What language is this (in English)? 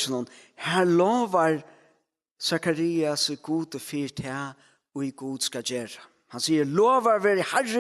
Faroese